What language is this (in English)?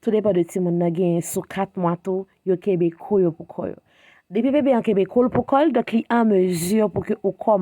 Haitian Creole